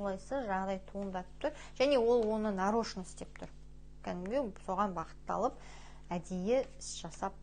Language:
Kazakh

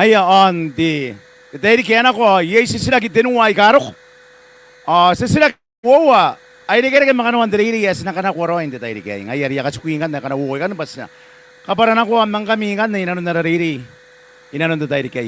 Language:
Gilbertese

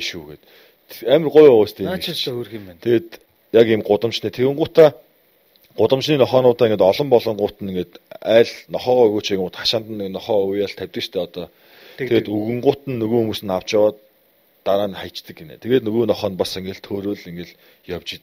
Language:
Mongolian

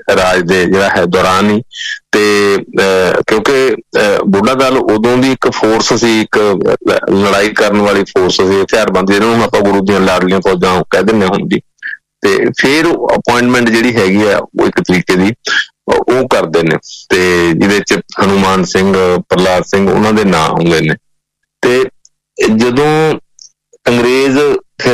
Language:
Punjabi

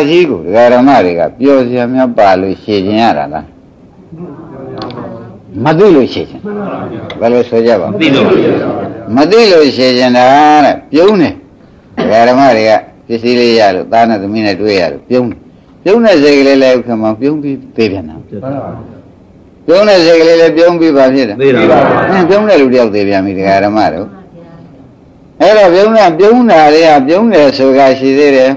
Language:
Burmese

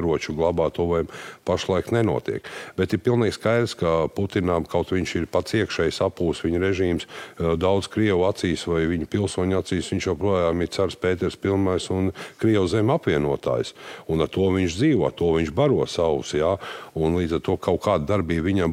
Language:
Latvian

